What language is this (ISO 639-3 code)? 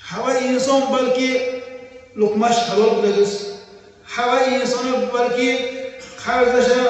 tgk